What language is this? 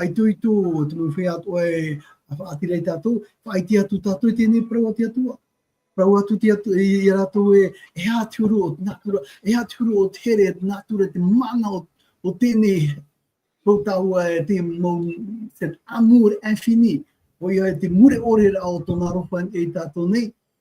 Tahitian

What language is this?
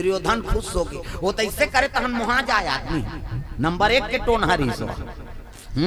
Chhattisgarhi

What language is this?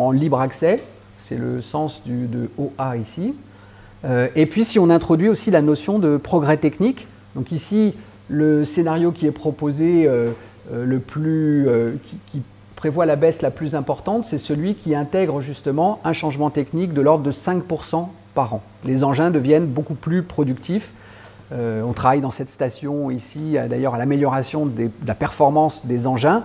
French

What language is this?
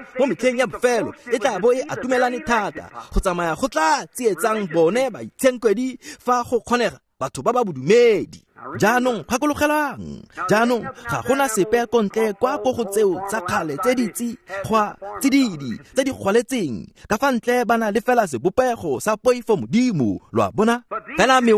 Tswana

